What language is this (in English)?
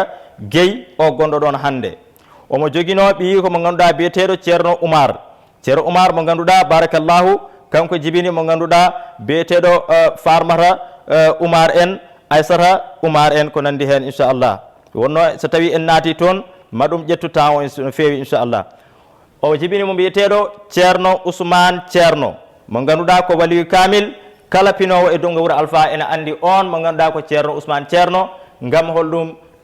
Fula